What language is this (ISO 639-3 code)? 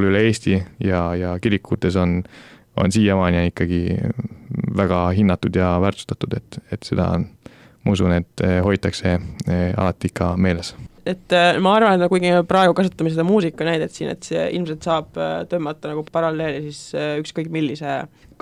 est